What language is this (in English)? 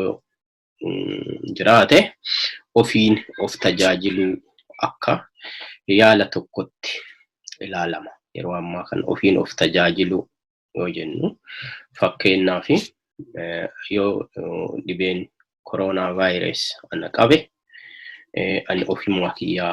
Oromo